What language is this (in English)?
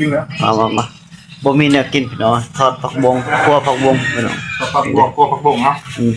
Northeastern Thai